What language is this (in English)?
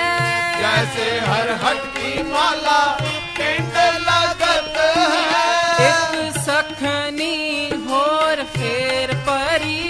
Punjabi